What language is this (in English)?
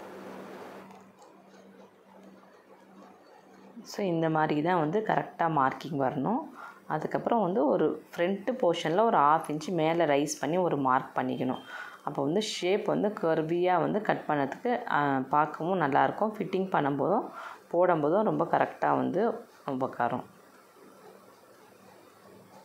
Tamil